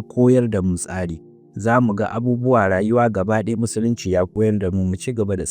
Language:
Hausa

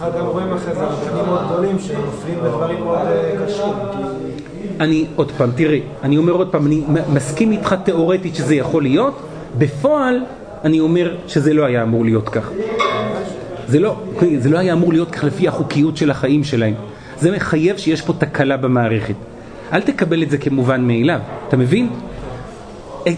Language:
Hebrew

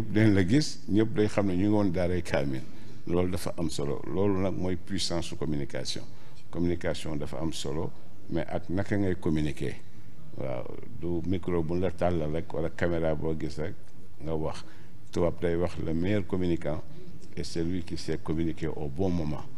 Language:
Wolof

